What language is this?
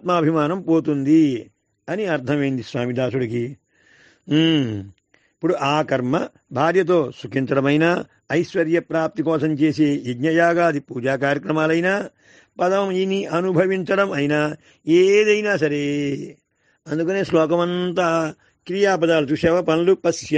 Telugu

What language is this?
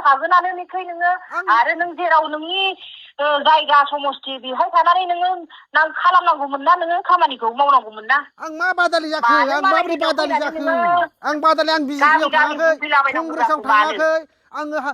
Bodo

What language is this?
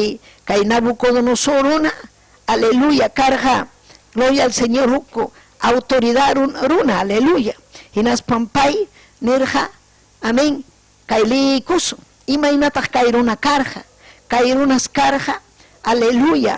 Ayacucho Quechua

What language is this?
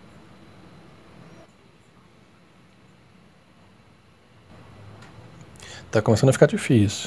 Portuguese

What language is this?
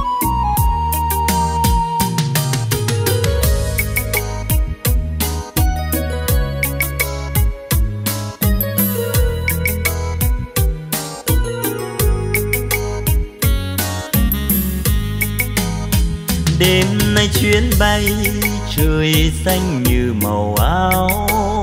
Vietnamese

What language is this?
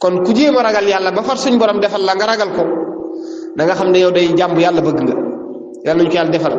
Wolof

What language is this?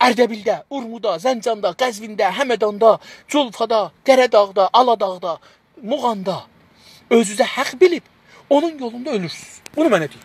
South Azerbaijani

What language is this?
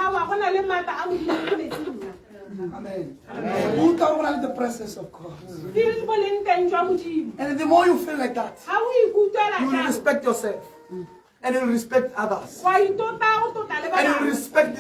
Tswana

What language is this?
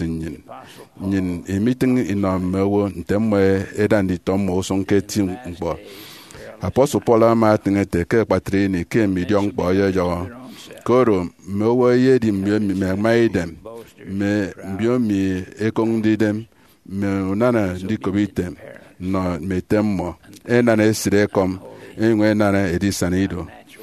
Efik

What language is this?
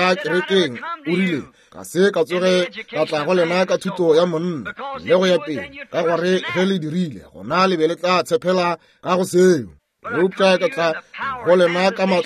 Northern Sotho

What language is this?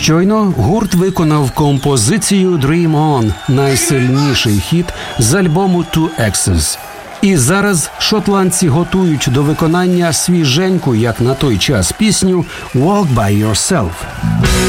Ukrainian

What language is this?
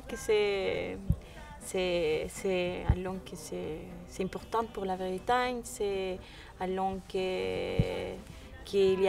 Breton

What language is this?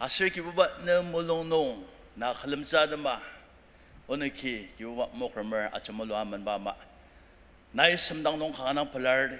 Ao Naga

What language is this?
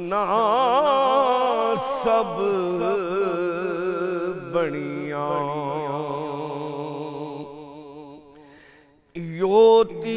Urdu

